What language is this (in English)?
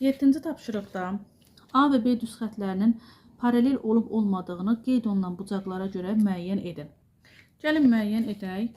Azerbaijani